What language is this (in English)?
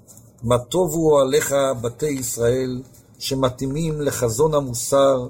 Hebrew